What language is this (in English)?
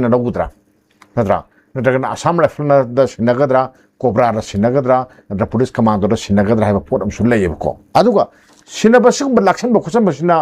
Manipuri